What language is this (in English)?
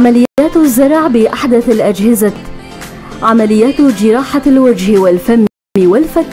North Levantine Arabic